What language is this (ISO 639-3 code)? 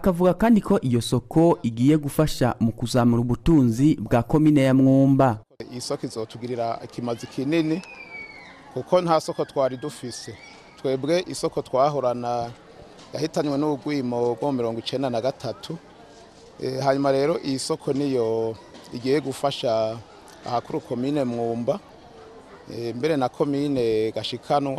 run